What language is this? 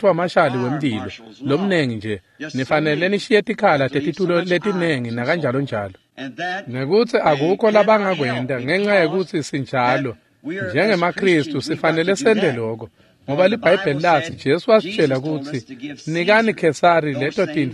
Swati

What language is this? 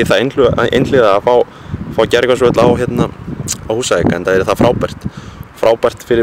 Icelandic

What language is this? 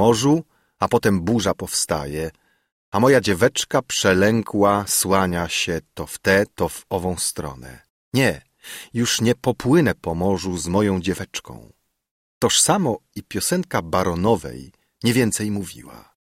Polish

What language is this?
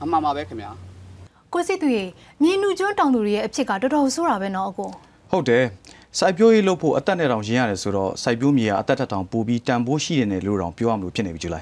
Burmese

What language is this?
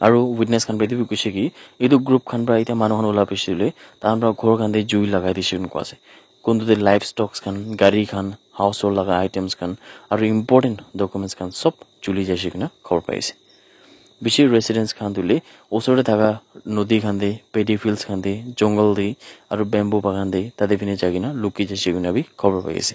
Naga Pidgin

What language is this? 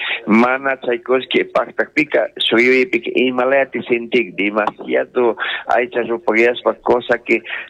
Chimborazo Highland Quichua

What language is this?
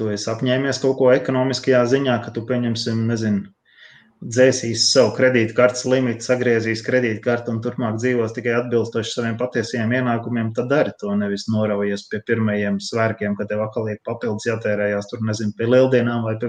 Latvian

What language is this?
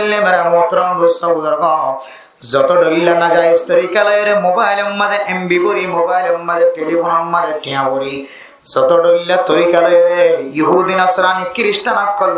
Rohingya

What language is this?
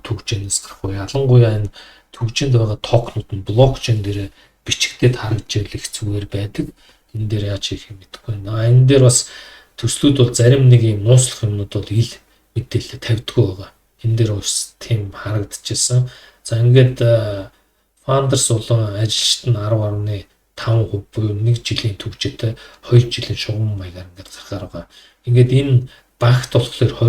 Mongolian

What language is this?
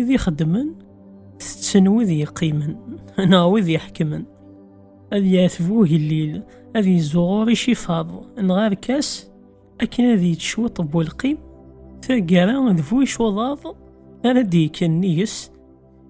Kabyle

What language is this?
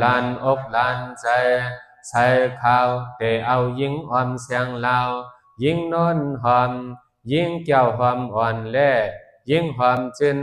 Shan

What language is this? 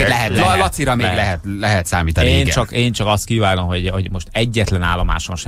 Hungarian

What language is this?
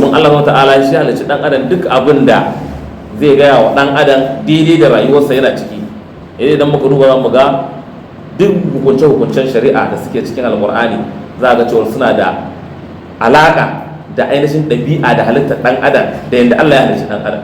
Hausa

